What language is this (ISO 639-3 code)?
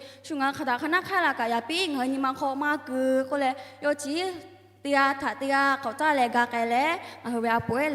lhu